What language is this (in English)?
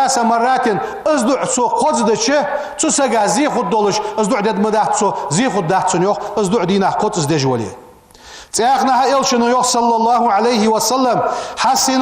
Ingush